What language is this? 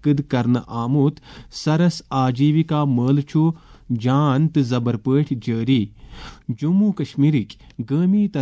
Kashmiri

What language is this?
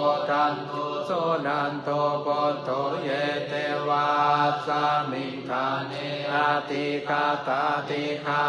Pali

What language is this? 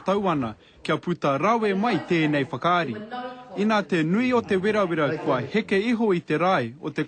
Māori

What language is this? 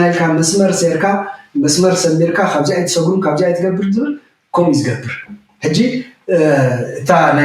Tigrinya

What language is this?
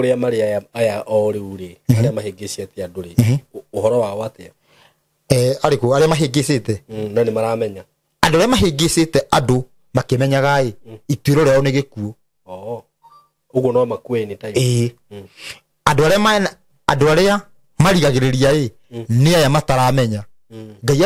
Kikuyu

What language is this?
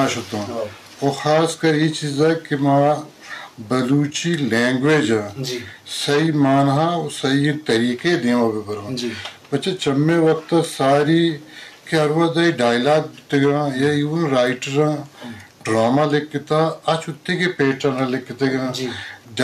Eastern Balochi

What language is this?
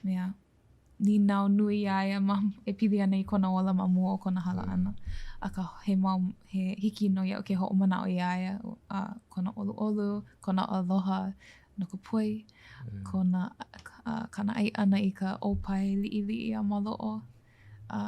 Hawaiian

